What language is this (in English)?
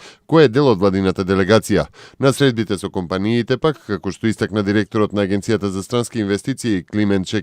Macedonian